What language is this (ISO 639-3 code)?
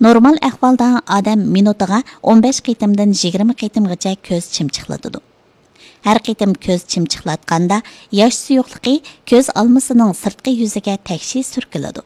uig